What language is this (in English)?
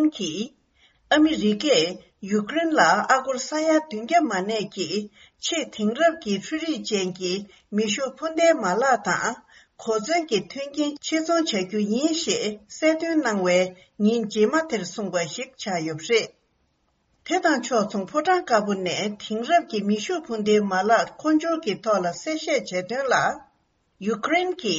Tibetan